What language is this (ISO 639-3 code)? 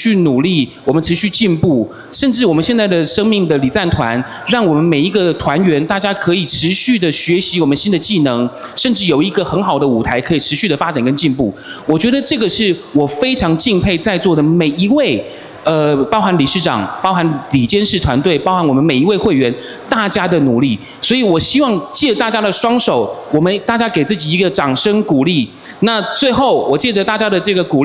zho